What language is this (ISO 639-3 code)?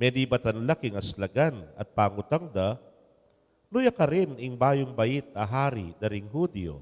pam